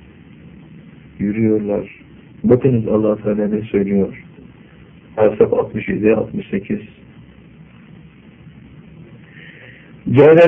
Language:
Turkish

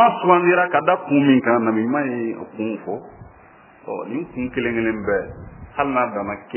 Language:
Bambara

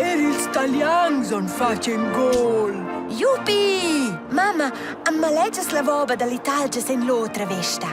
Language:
Romansh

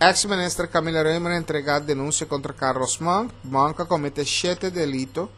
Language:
Papiamento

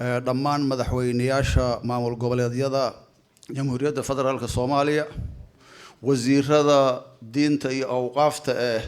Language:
Somali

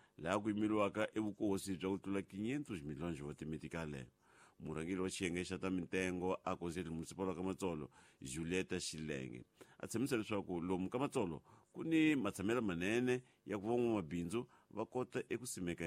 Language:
Tsonga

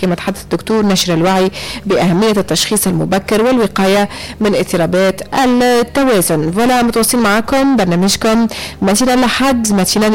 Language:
Tunisian Arabic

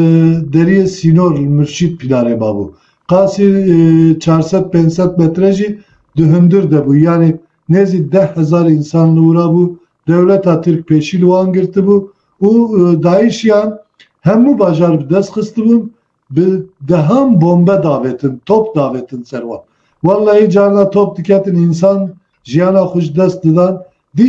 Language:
Kurdish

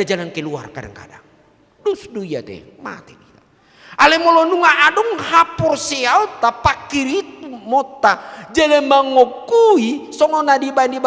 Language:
Batak Toba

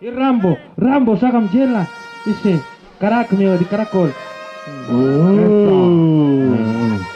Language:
Tlahuitoltepec Mixe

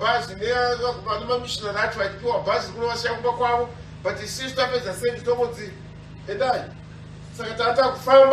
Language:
Shona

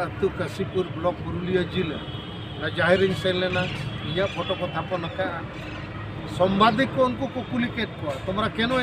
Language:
Santali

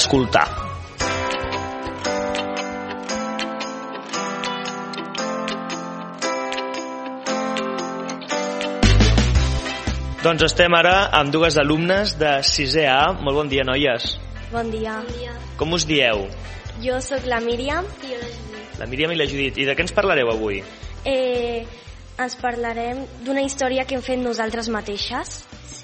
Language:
Catalan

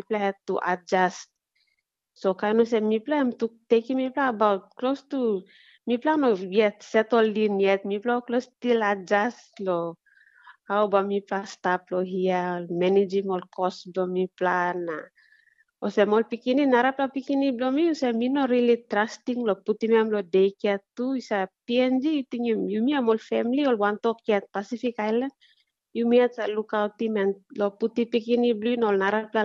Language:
Tok Pisin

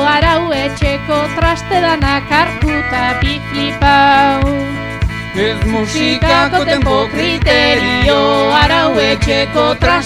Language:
Basque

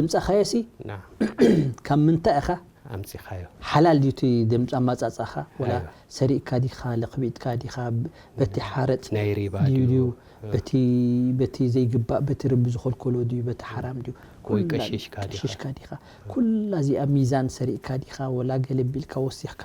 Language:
Tigrinya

